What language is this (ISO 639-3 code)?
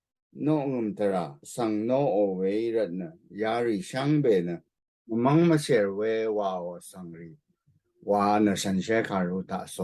raw